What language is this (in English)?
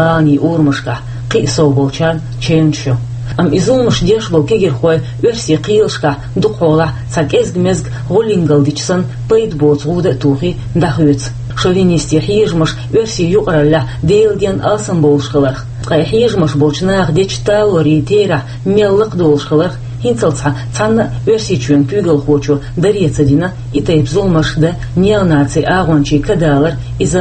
Chechen